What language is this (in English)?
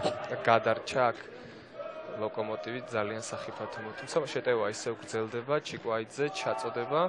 Georgian